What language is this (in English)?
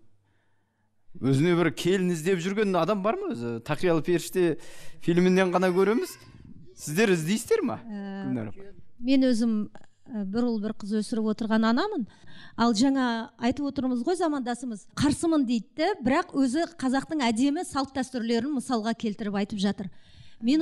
Kazakh